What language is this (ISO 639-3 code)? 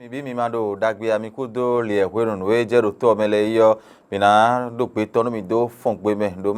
fon